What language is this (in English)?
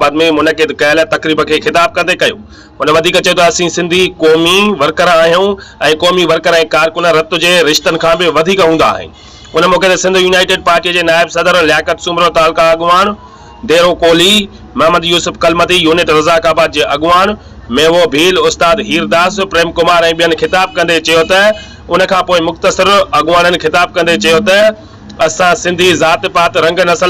Sindhi